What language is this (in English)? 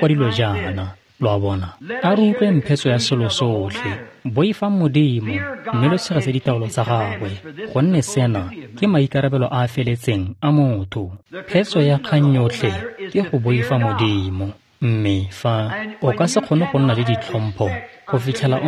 Tswana